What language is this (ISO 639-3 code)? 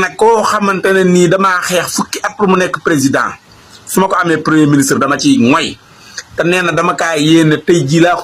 wol